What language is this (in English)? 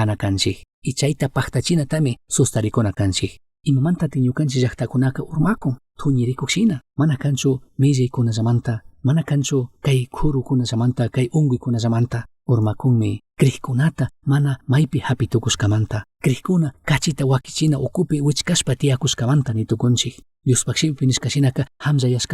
Chimborazo Highland Quichua